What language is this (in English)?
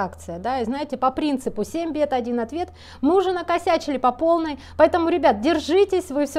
Russian